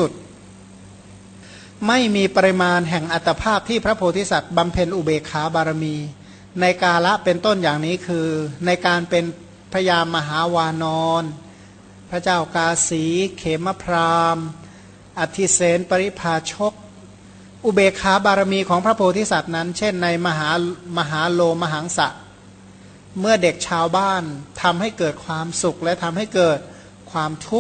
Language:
Thai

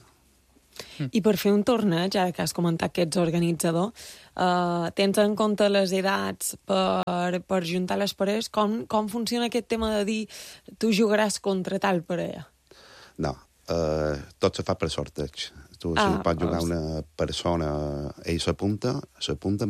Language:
Catalan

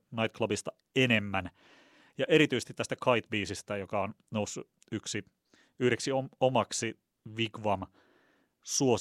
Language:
Finnish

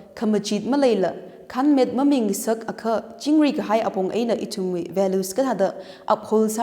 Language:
Tangkhul Naga (India)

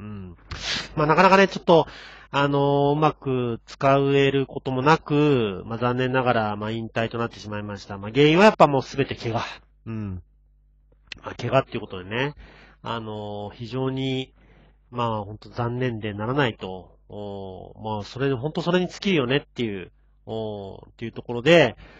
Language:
Japanese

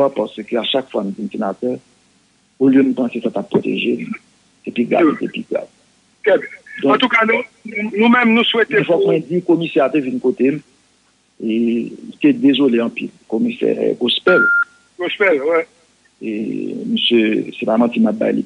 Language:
Haitian Creole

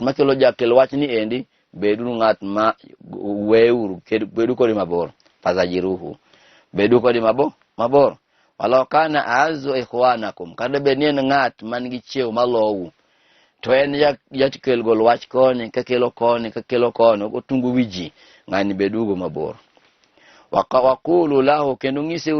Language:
Luo (Kenya and Tanzania)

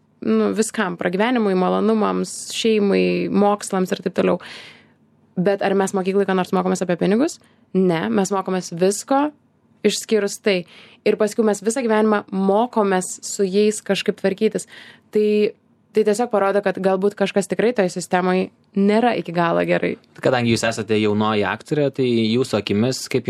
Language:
Lithuanian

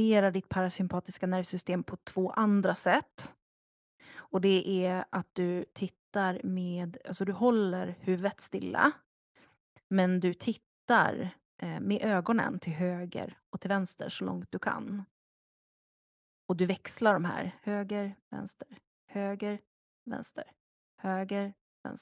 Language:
Swedish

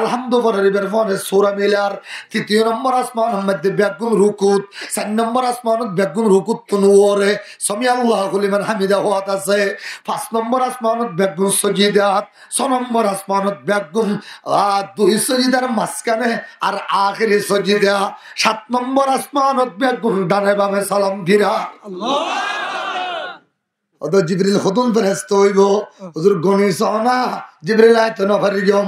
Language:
Rohingya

